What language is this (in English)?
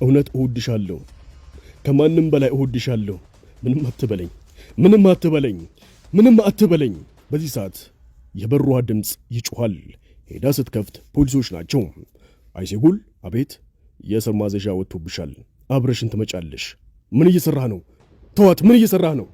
Amharic